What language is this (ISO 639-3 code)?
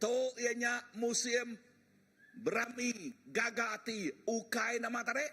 iba